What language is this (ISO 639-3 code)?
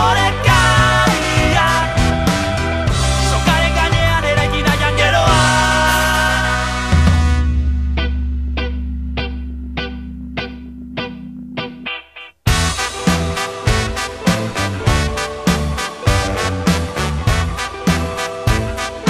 eus